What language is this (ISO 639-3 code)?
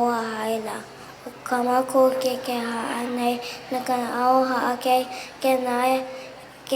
haw